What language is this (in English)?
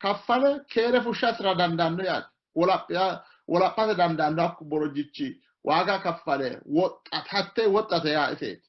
Sidamo